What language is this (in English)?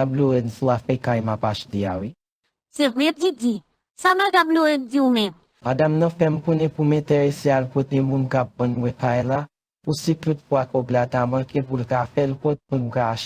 Haitian Creole